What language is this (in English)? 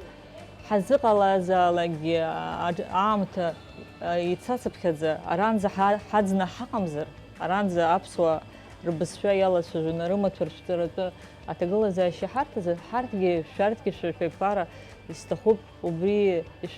Abkhazian